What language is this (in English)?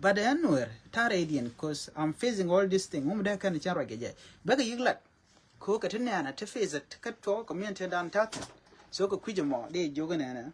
Nuer